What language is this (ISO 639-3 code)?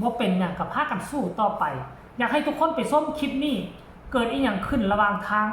lao